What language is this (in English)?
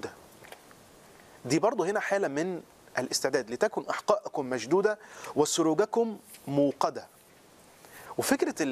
Egyptian Arabic